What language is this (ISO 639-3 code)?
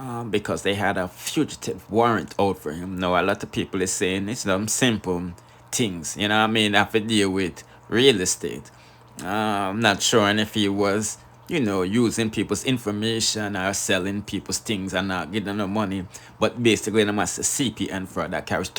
jam